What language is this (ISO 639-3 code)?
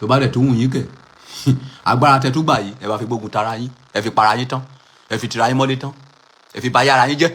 yor